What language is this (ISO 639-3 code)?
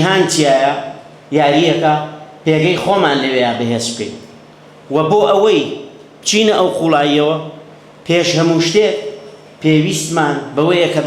ckb